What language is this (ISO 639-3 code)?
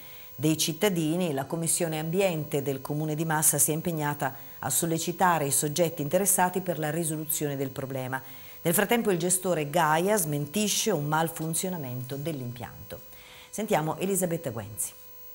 ita